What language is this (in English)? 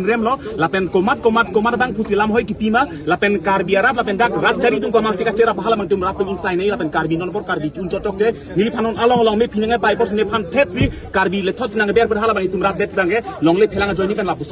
Karbi